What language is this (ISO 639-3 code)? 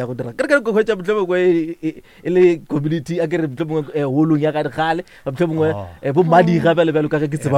nso